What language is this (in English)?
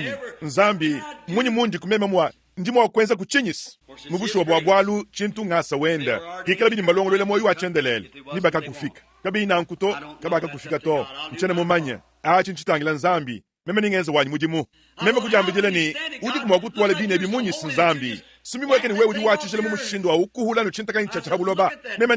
Luba-Lulua